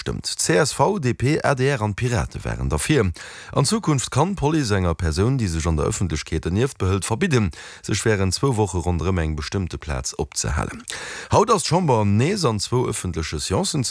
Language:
Luxembourgish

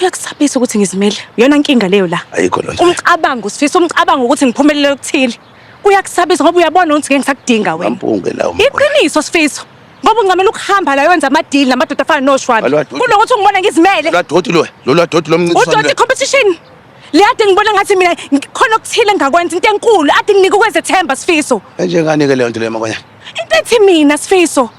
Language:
Zulu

